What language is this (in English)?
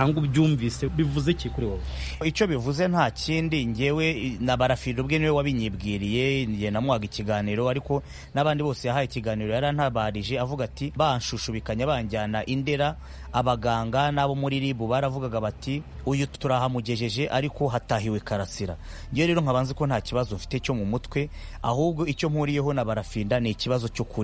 Kinyarwanda